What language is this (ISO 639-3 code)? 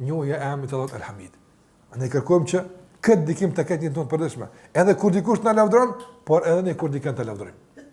sqi